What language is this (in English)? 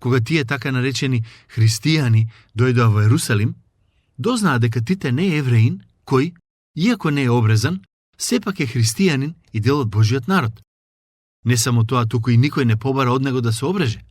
Macedonian